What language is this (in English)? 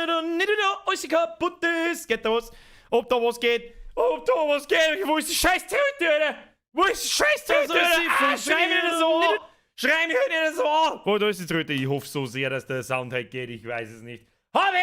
Bavarian